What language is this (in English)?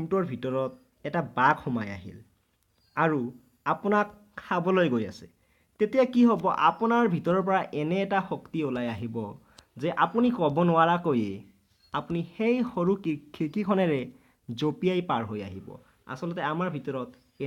Assamese